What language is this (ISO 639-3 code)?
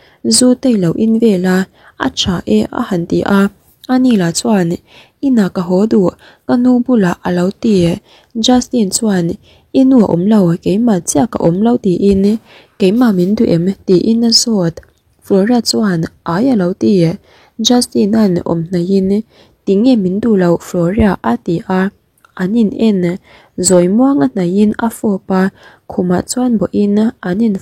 lus